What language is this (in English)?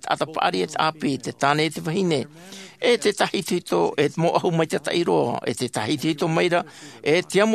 Tahitian